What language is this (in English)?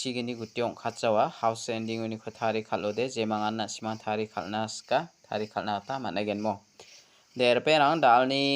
Garo